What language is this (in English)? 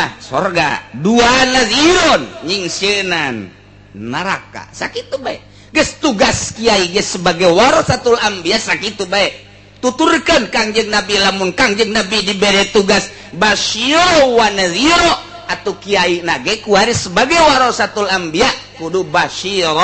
Sundanese